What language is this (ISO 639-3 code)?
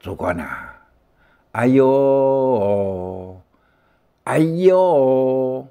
hak